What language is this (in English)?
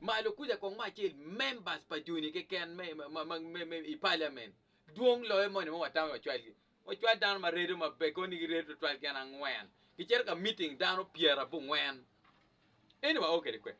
Acoli